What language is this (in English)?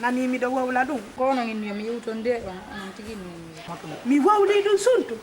Fula